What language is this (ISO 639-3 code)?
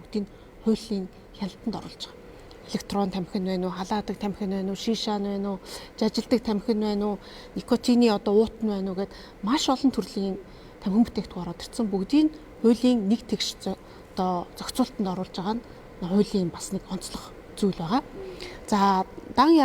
mon